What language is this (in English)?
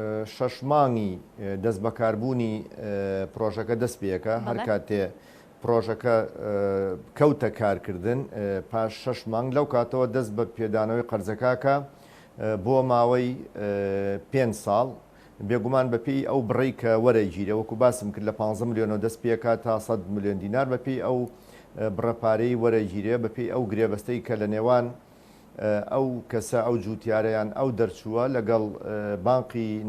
Central Kurdish